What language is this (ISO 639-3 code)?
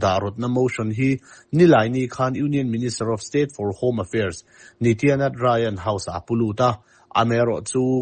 lus